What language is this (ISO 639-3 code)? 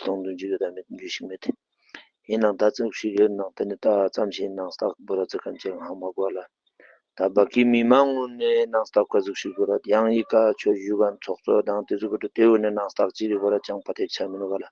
bod